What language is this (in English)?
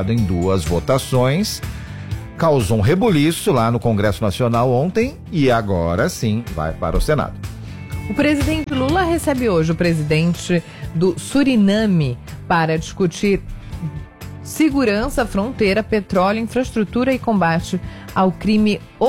Portuguese